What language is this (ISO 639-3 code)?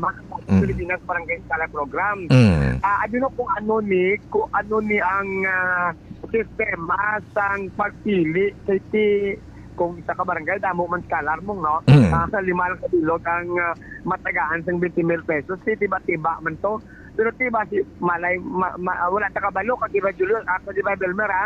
hil